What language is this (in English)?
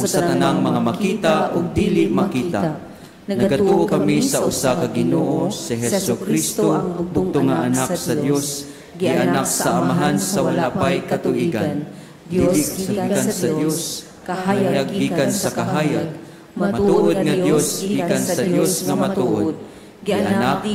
Cebuano